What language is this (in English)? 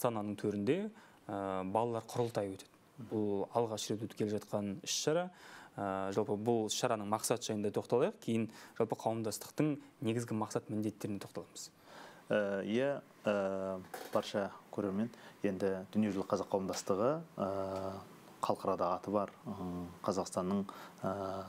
Kazakh